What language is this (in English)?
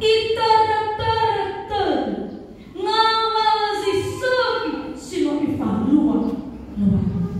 Nias